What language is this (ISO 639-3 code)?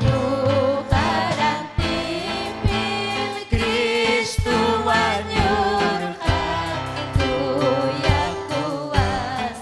quy